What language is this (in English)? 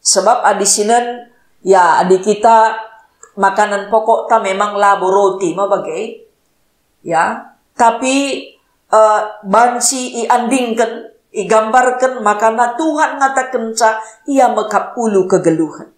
Batak Karo